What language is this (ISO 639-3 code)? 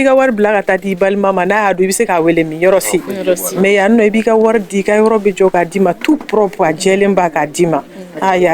bam